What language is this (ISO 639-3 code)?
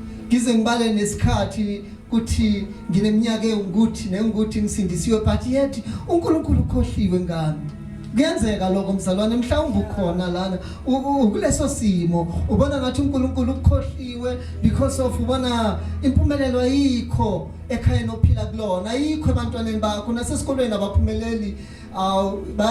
zul